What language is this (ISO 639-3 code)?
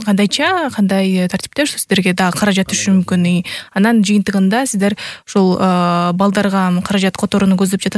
kir